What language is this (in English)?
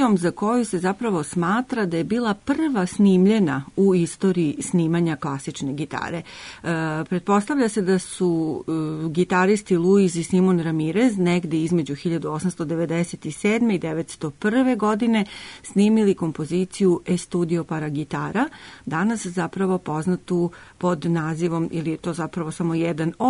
Serbian